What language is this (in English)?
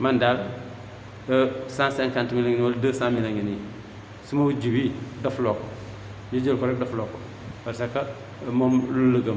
Wolof